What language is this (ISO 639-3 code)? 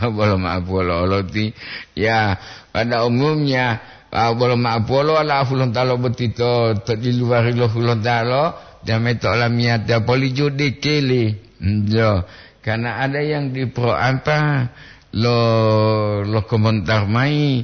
gor